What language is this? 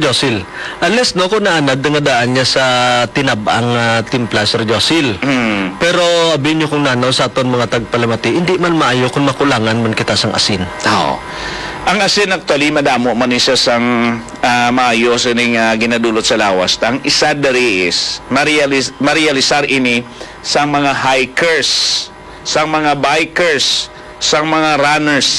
Hiligaynon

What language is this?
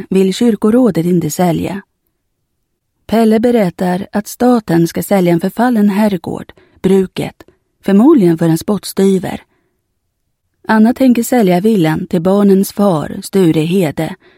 Swedish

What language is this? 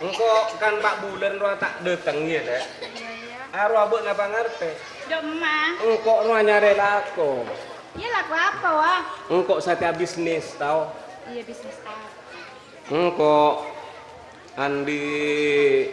Madurese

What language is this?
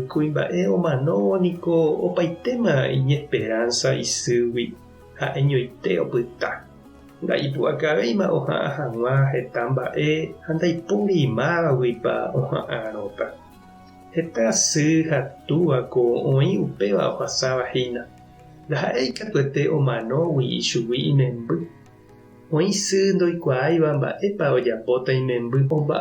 Guarani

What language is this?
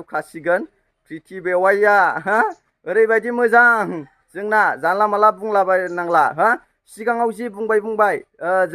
Bodo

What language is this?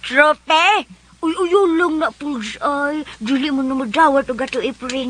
Cebuano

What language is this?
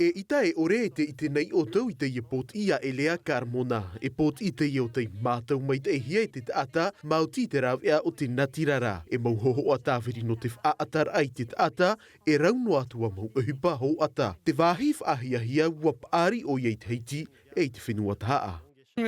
Tahitian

